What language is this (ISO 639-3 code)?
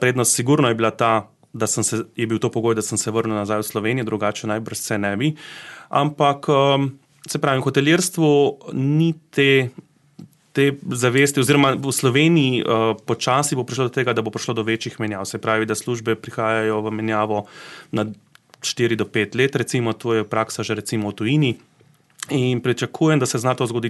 slv